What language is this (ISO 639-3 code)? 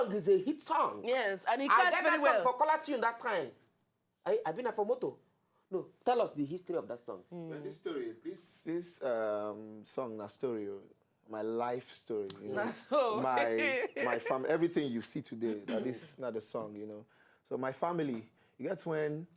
pcm